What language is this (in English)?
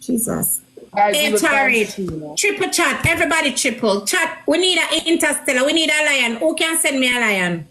Jamaican Creole English